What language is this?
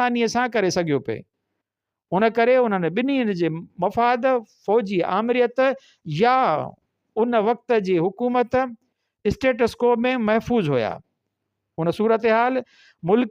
Sindhi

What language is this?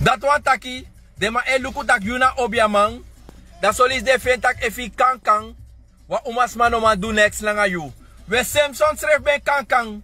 Sranan Tongo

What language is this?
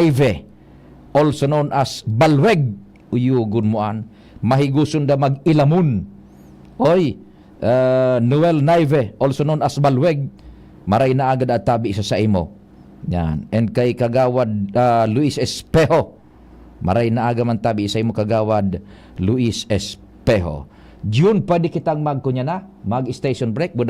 Bikol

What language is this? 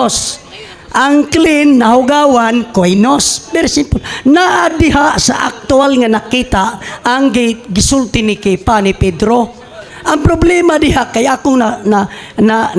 Cebuano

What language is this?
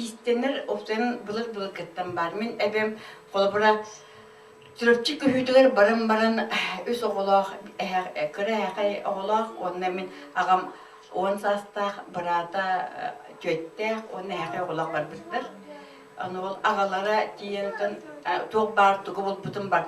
Yakut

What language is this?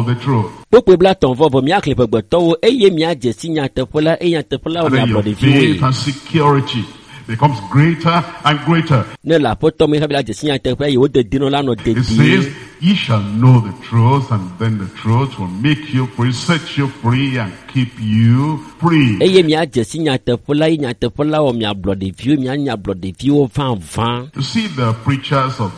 Ewe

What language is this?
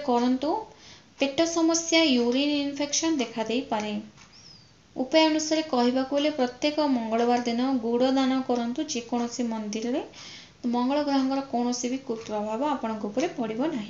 Odia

